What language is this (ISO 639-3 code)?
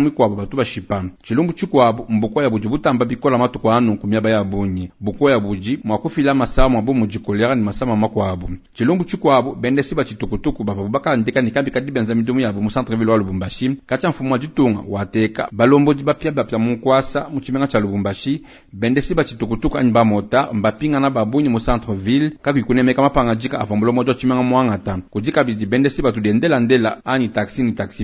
lua